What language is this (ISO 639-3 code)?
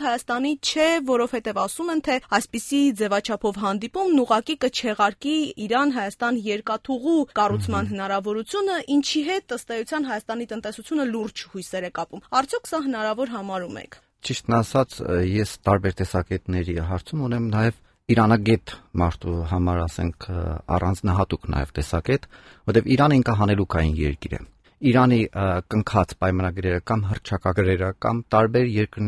hye